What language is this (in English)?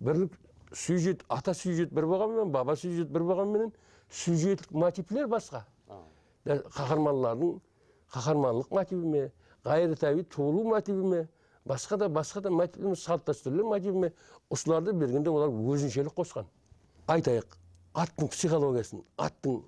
Kara-Kalpak